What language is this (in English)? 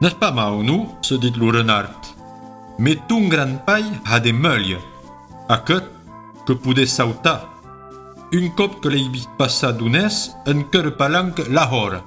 Occitan